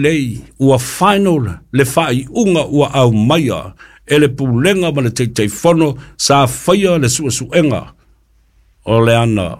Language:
Samoan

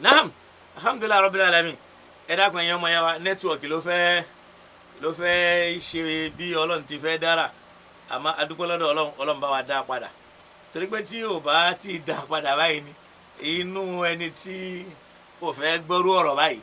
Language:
Yoruba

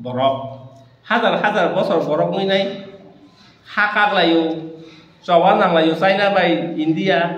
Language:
Kok Borok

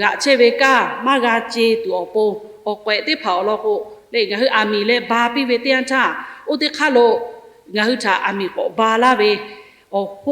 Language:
Lahu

